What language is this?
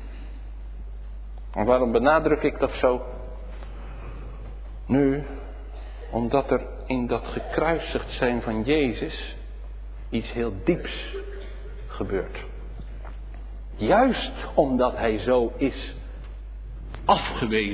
Dutch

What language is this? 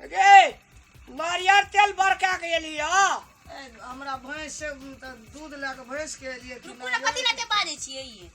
Maithili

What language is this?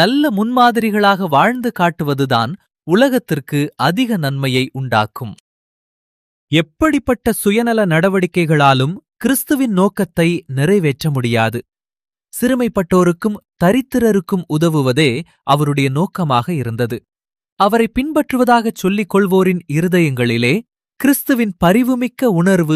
Tamil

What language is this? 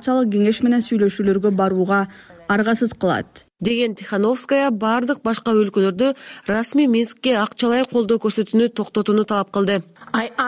Kyrgyz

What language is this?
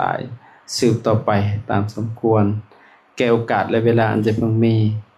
Lao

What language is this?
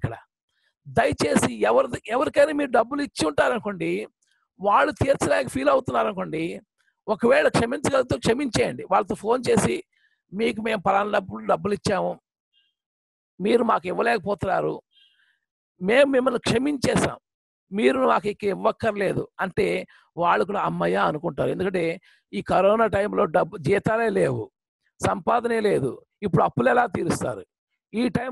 Telugu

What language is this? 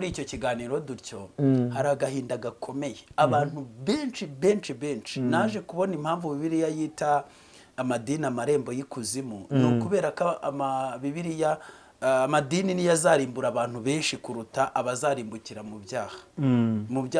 Kinyarwanda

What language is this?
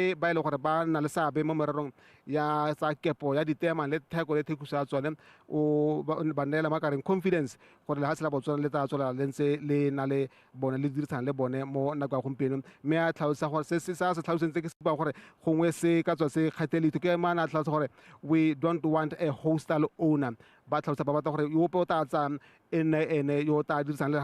Tswana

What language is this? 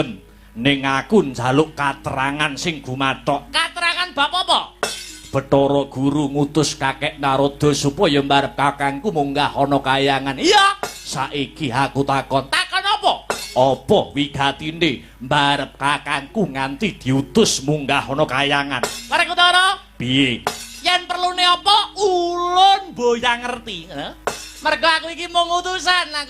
Javanese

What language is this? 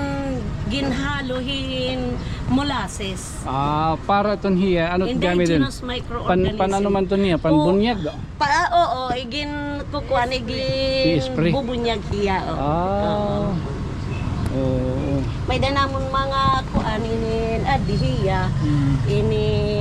Waray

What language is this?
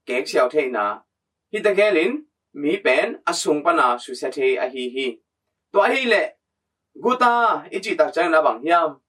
Tedim Chin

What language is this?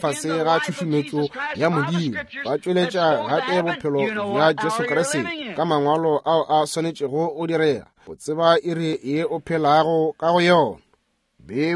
Northern Sotho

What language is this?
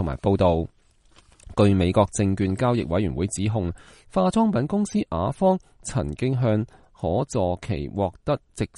Cantonese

